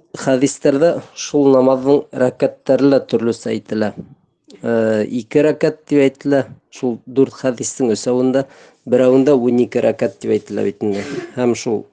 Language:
Bashkir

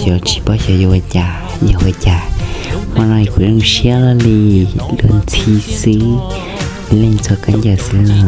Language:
Hmong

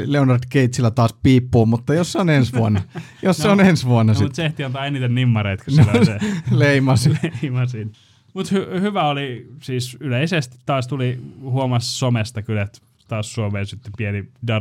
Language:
Finnish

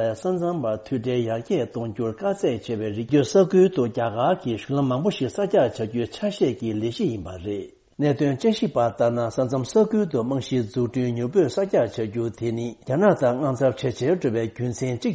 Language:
Tibetan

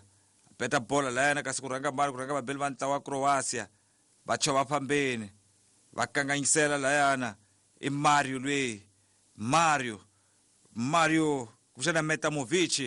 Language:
Tsonga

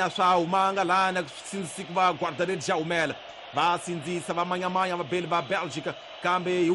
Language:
Tsonga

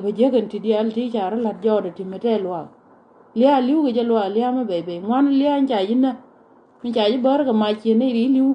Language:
Nuer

